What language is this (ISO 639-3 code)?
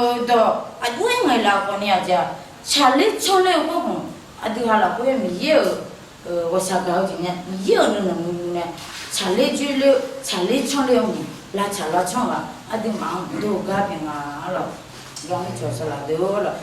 ahk